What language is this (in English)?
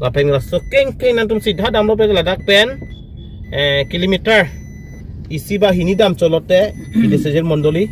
Karbi